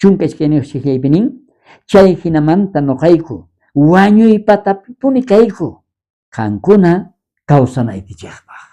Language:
South Bolivian Quechua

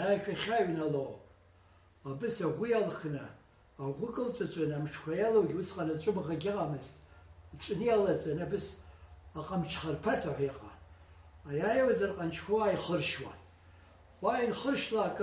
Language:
Abkhazian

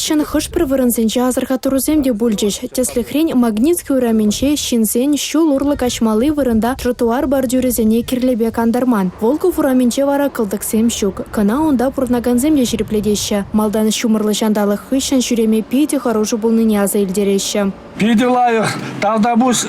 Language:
Chuvash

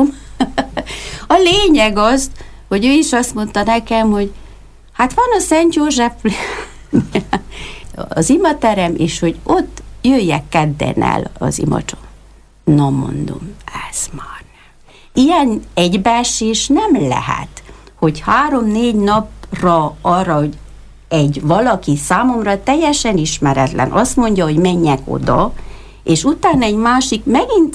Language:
Hungarian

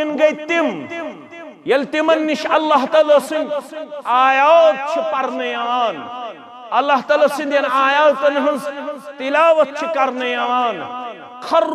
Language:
Kashmiri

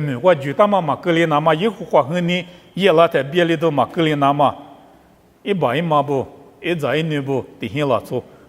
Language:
Lisu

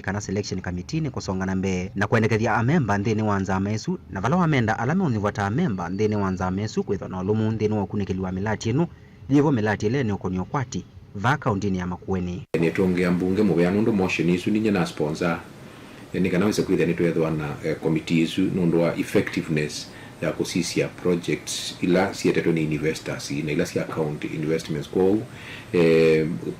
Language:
Kamba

